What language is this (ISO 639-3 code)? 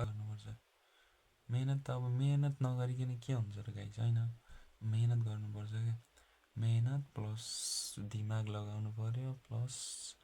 nep